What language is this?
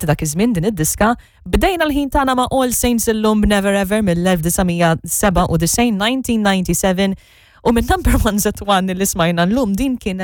Maltese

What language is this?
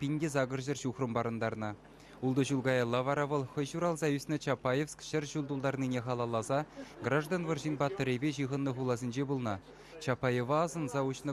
Chuvash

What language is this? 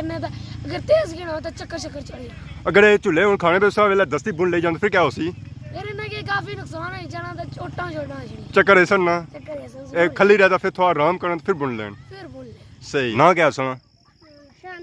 Pahari-Potwari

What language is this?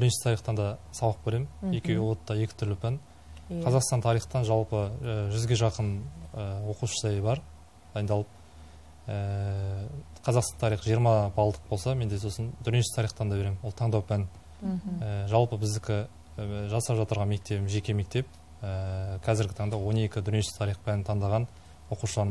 Kazakh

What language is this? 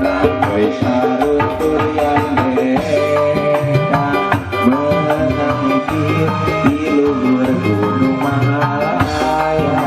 Sundanese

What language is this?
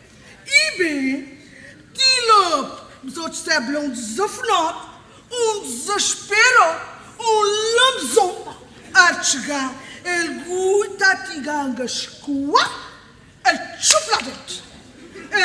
Kabuverdianu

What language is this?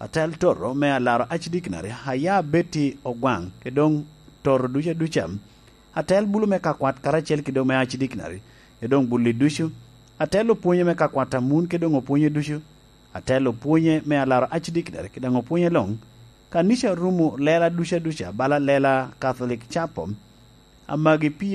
Lango (Uganda)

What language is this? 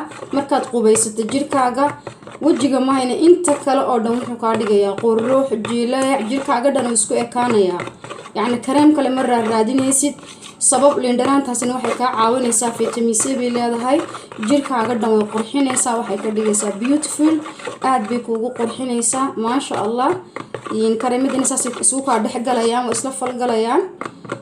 Somali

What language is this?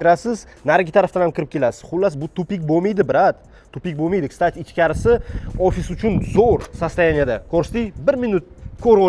Uzbek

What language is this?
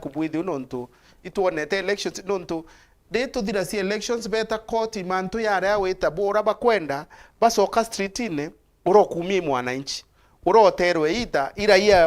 Meru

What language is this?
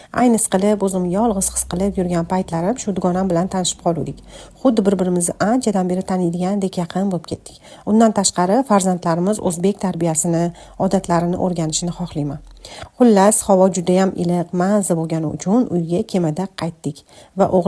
Uzbek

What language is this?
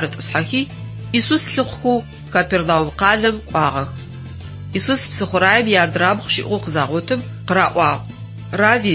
Adyghe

